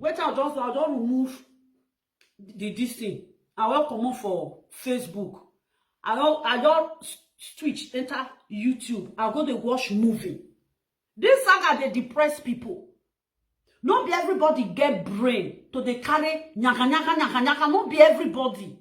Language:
Nigerian Pidgin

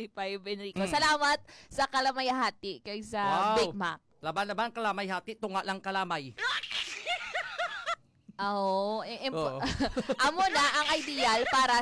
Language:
Hiligaynon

